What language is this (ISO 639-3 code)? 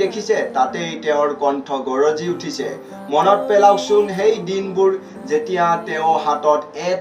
asm